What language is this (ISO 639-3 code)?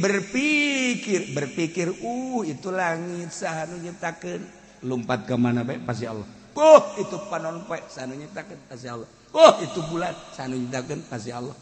sun